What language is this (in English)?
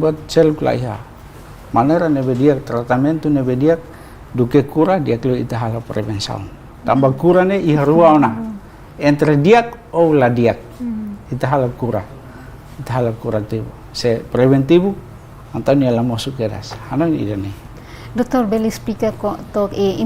Tetum